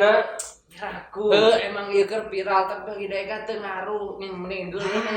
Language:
Sundanese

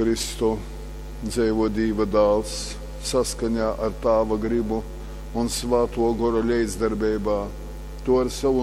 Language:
Latgalian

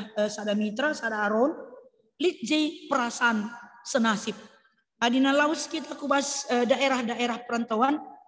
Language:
Batak Karo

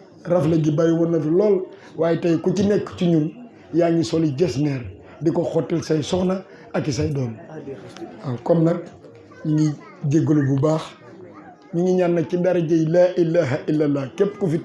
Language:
Wolof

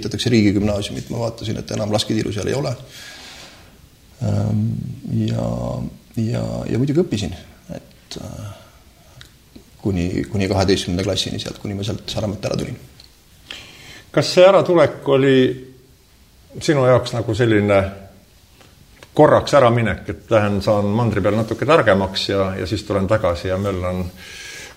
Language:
Estonian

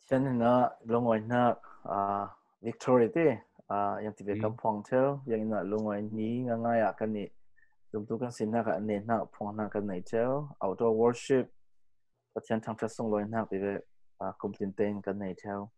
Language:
Falam Chin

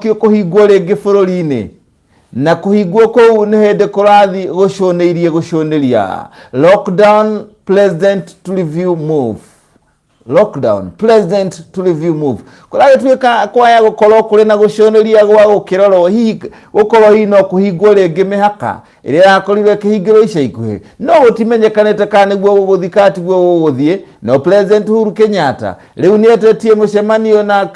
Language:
Kikuyu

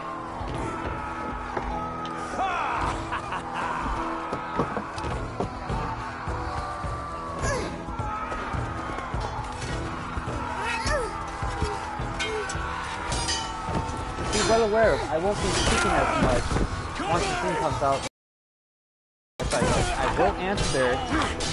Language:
English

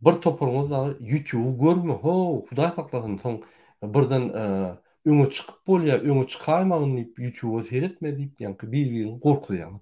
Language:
Turkmen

